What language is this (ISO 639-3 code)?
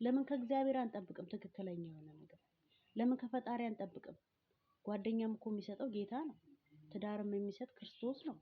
amh